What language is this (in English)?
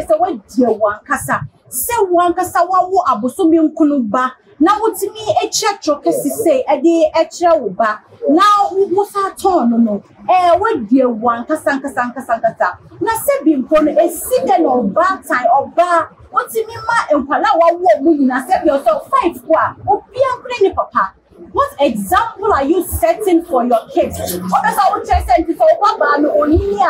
Akan